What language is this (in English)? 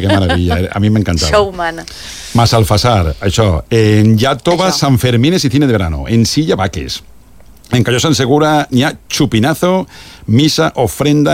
Catalan